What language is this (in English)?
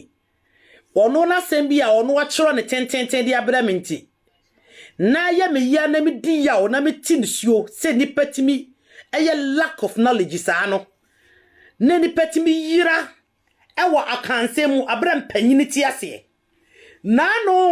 Akan